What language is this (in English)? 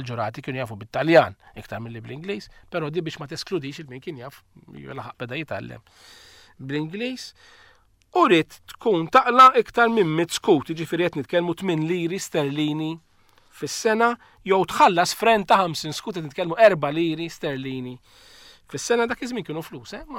Maltese